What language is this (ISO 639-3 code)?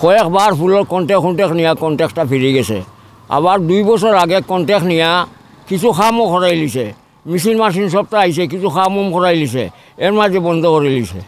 syl